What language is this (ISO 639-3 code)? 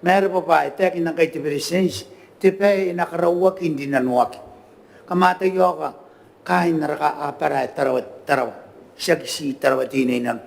gil